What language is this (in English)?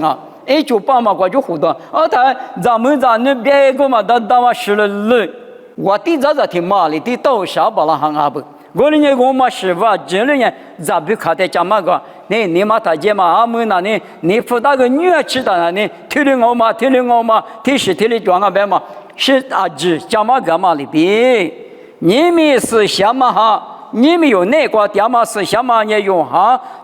Lisu